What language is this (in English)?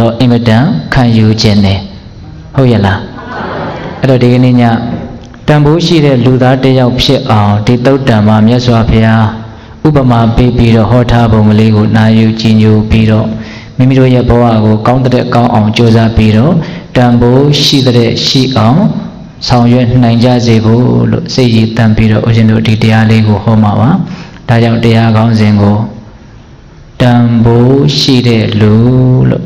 Burmese